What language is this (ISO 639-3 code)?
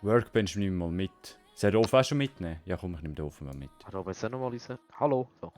gsw